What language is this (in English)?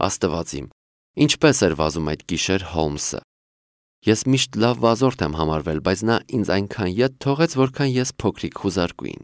Armenian